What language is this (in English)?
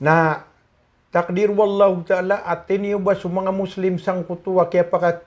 Maranao